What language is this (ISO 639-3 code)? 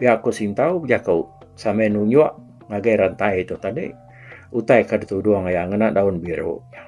iba